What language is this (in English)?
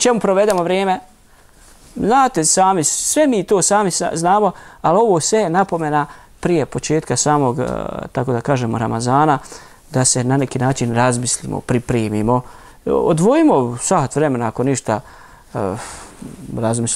Bosnian